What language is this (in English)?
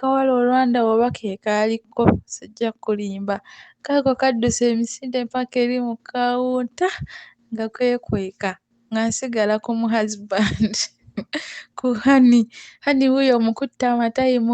Ganda